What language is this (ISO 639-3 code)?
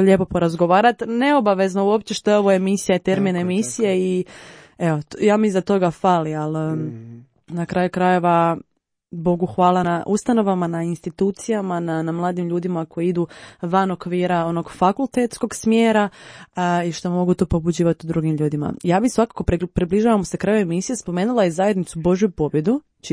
hrv